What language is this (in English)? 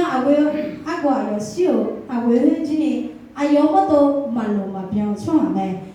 Akha